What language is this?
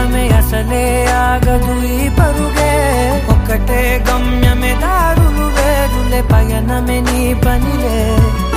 Telugu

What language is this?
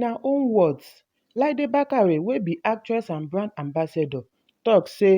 Nigerian Pidgin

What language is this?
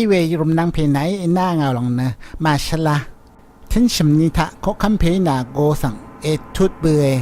Rawang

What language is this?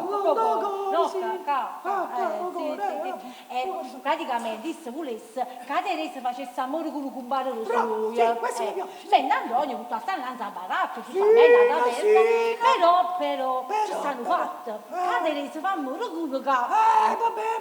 Neapolitan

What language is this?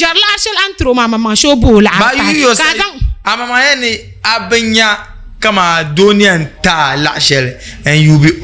Dagbani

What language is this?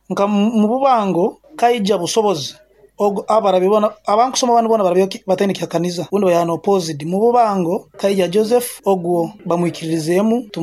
Nyoro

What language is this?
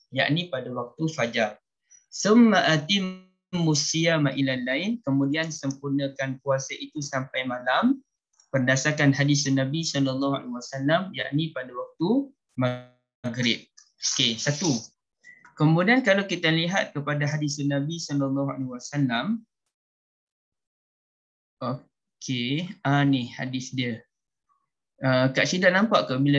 Malay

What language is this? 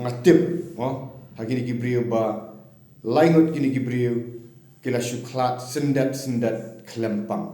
Khasi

